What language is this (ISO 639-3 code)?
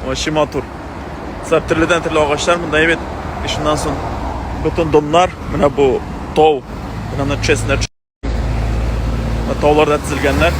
tat